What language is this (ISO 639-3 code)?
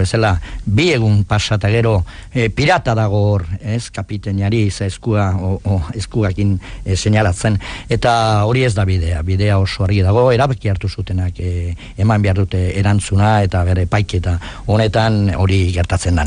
eus